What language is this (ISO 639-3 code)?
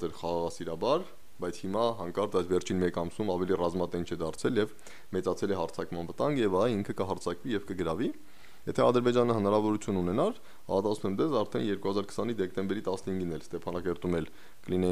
hye